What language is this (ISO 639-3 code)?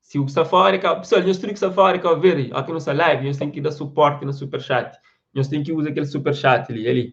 kea